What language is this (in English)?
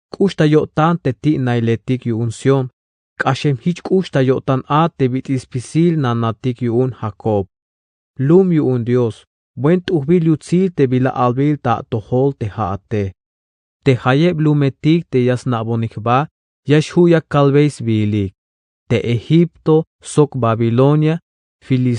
Tzeltal